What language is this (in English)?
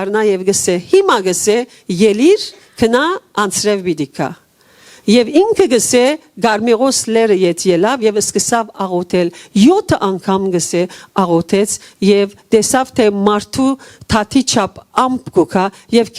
Western Armenian